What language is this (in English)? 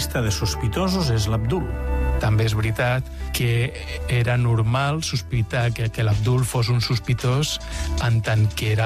Catalan